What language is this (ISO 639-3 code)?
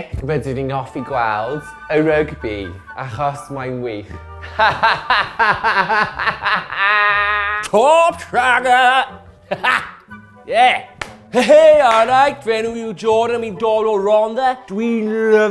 cym